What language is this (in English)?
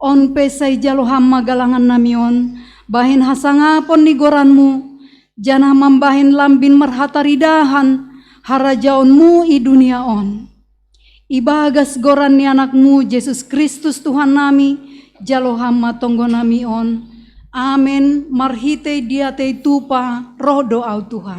Batak Simalungun